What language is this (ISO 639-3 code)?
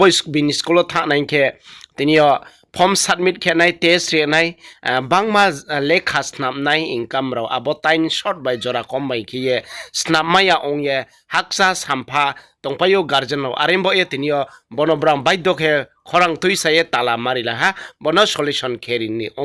ria